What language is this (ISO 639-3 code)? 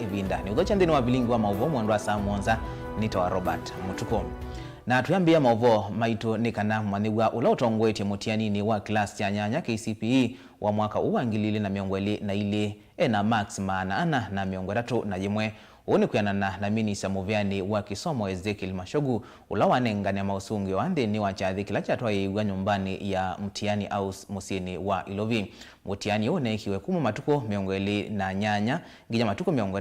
kam